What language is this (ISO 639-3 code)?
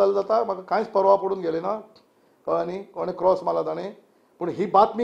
kok